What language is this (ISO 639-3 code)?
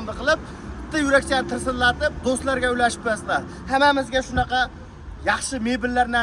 uzb